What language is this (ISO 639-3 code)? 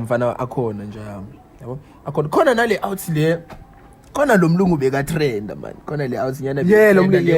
zul